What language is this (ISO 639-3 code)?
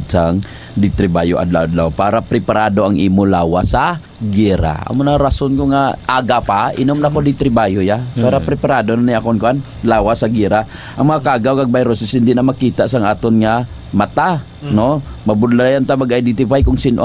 hil